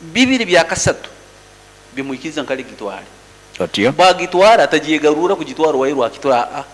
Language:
Nyoro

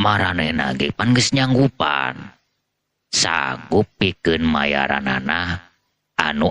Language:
Sundanese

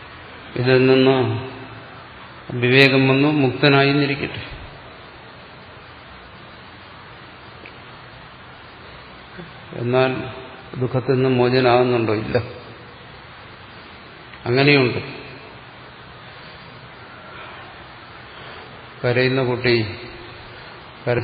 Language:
Malayalam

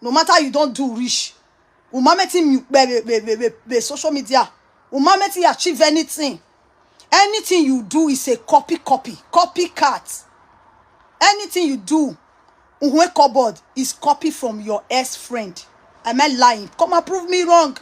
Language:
Nigerian Pidgin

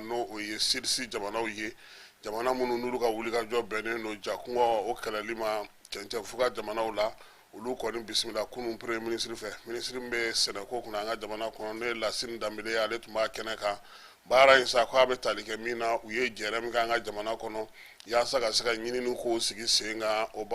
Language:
Bambara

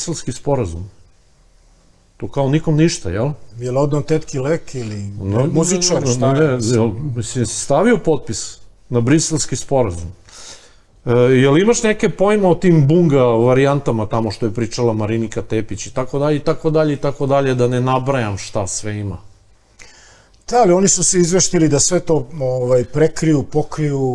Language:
Serbian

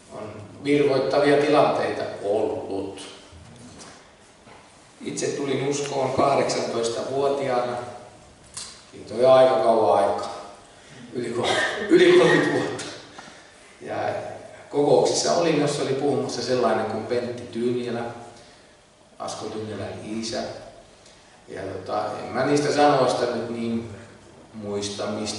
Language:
Finnish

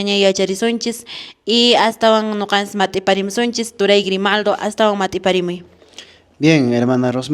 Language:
Quechua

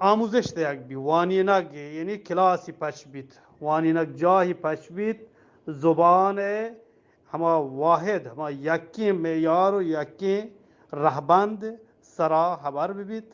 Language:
Eastern Balochi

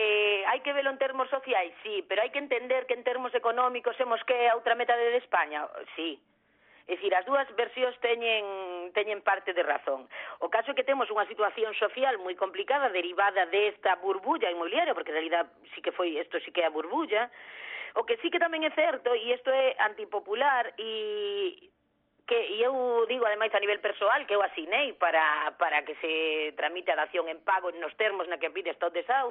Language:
Galician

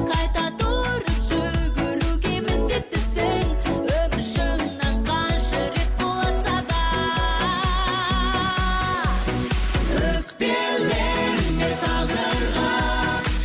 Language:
Kazakh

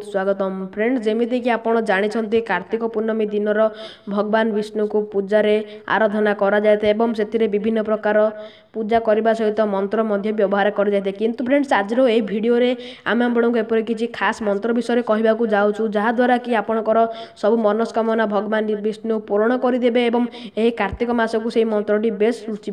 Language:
Odia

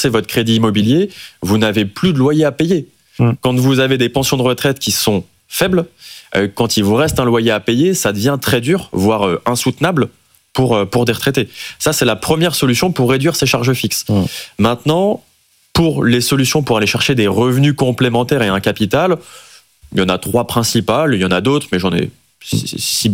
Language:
French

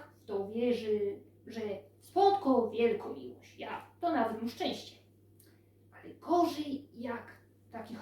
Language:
Silesian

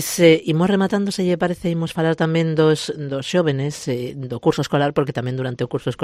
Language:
Galician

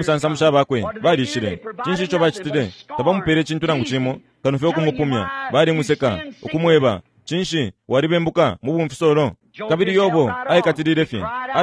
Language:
Bemba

